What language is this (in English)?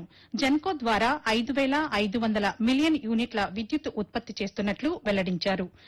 Telugu